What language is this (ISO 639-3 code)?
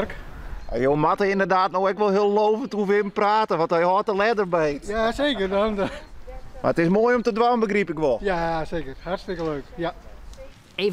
fry